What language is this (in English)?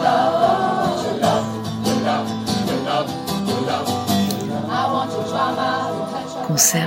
French